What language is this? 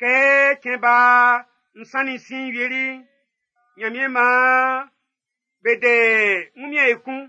Baoulé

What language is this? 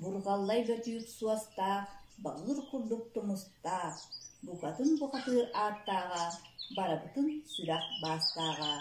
Yakut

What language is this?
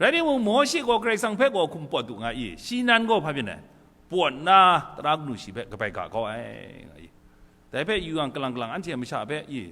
Kachin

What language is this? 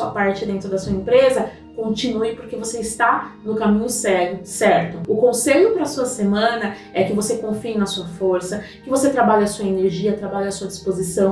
Portuguese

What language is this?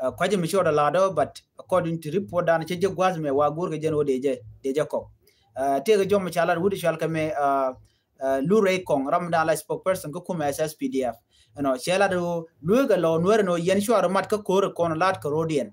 Nuer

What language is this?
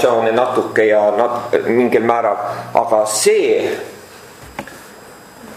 Estonian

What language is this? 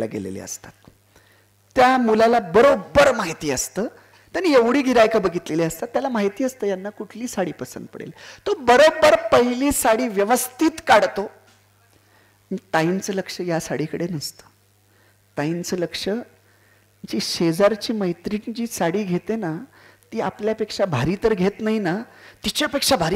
Marathi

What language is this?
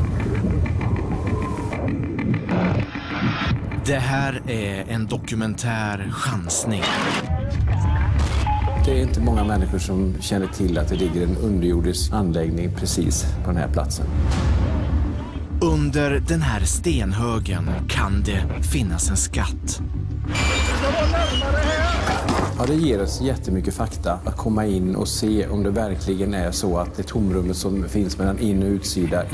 Swedish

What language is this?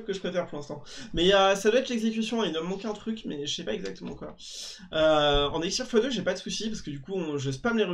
French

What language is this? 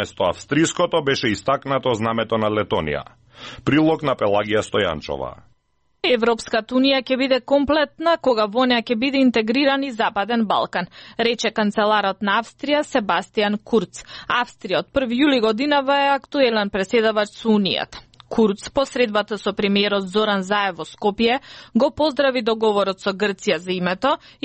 Macedonian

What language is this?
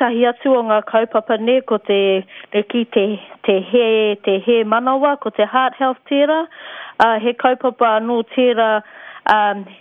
Māori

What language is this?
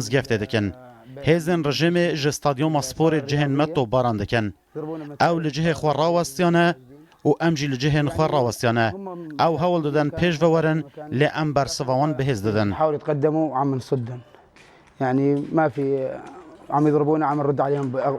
Kurdish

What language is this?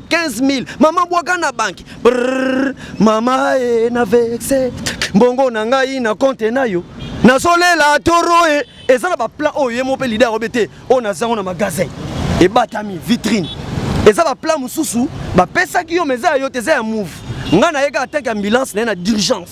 Lingala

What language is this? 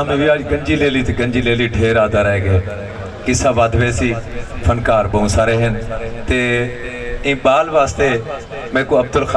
Saraiki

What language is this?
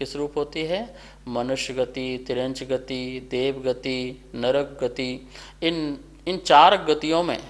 Hindi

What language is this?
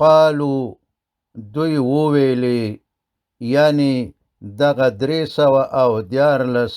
Pashto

